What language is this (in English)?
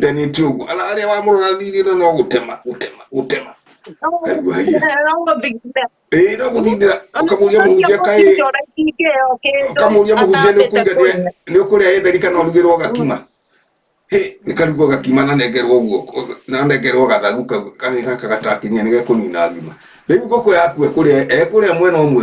Kikuyu